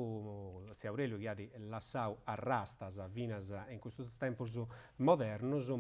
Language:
Sardinian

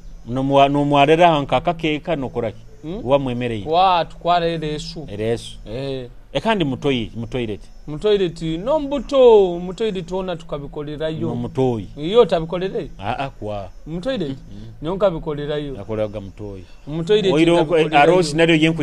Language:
Nyoro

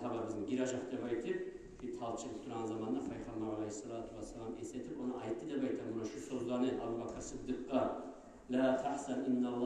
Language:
Kumyk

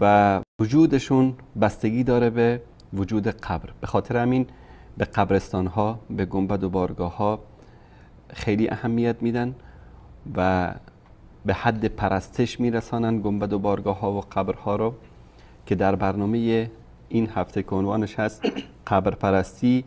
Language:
Persian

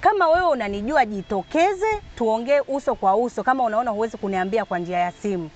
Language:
Swahili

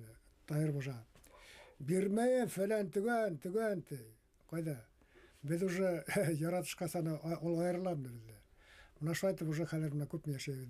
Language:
Bashkir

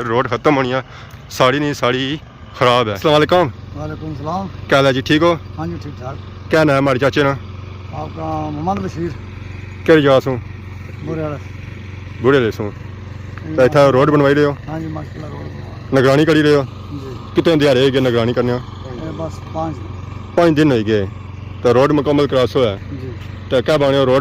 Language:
Pahari-Potwari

